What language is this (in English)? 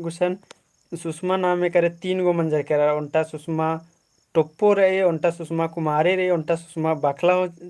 Kurukh